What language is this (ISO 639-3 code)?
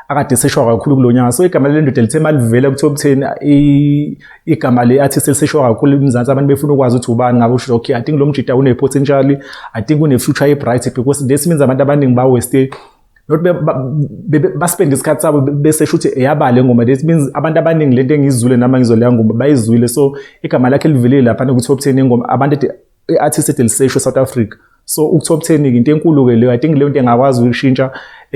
zul